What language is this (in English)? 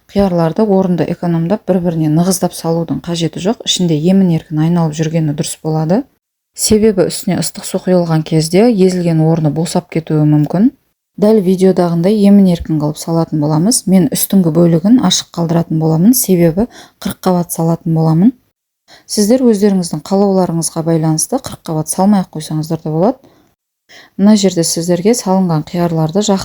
Kazakh